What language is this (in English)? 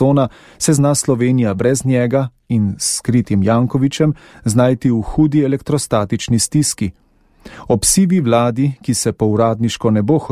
Slovenian